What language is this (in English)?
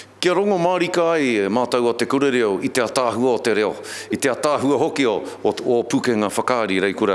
Māori